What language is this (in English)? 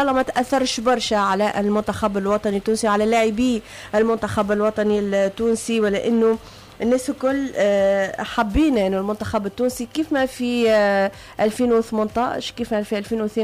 Tunisian Arabic